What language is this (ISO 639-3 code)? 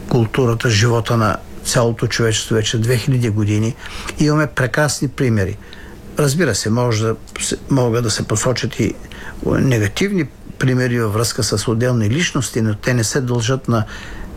bul